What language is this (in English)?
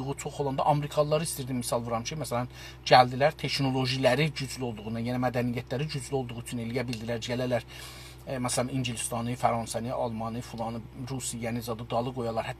South Azerbaijani